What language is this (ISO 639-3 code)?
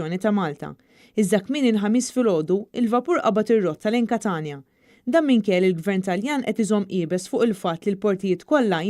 mlt